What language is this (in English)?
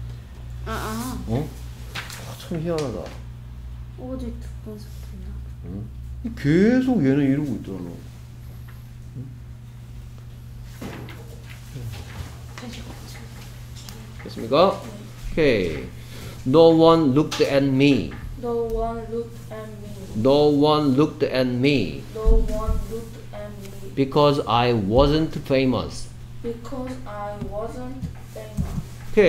Korean